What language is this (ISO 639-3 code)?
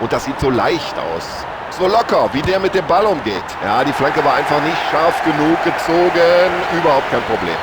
bar